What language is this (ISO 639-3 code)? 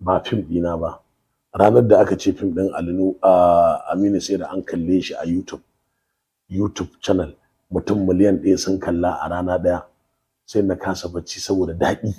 hau